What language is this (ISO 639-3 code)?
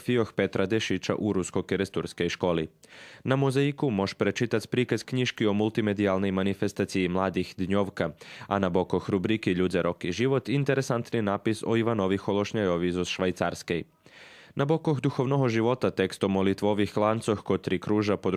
rue